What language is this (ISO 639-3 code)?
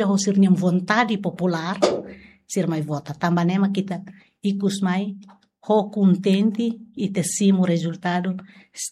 tet